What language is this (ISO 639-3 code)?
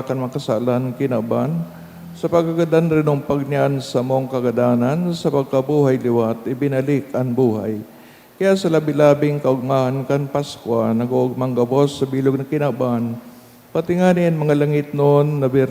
bik